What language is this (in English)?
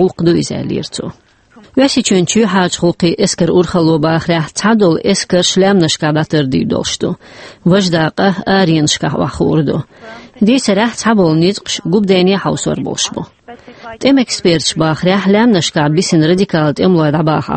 Chechen